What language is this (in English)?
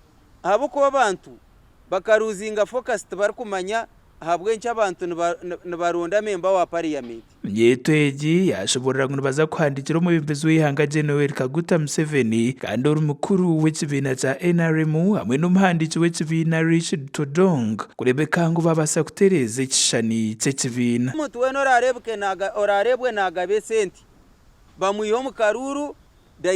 Nyankole